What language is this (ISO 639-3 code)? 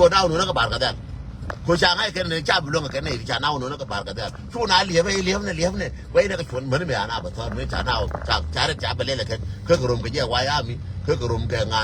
nus